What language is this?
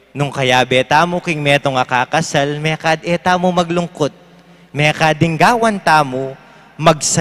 Pampanga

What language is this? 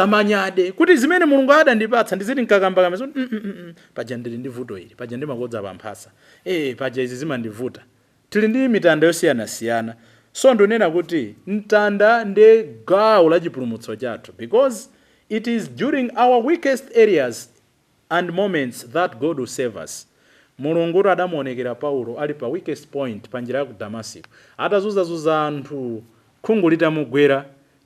Nyanja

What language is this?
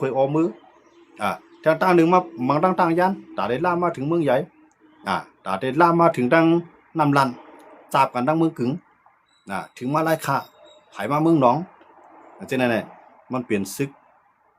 Shan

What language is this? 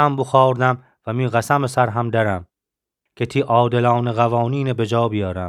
Gilaki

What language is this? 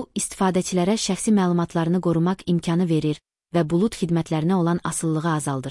Azerbaijani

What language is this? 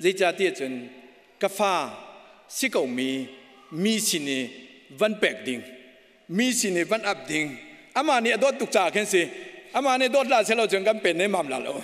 Hakha Chin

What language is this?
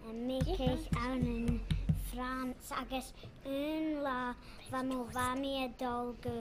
Scottish Gaelic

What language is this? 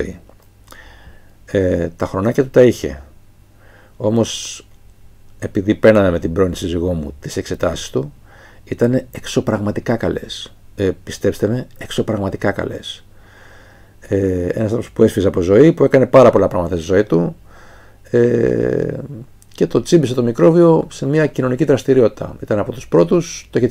Greek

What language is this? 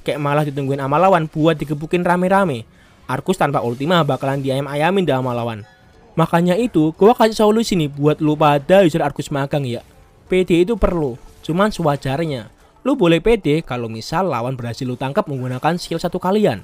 Indonesian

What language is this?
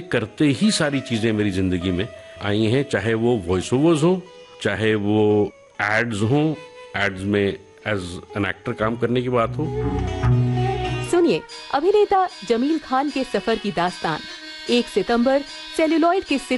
Hindi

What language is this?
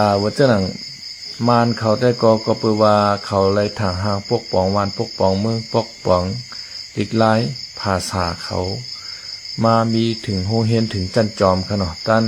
Shan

